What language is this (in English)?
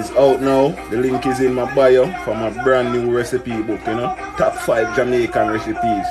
Jamaican Creole English